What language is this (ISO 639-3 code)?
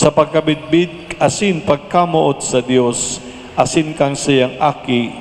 bik